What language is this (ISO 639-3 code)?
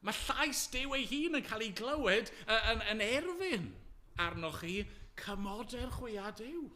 cym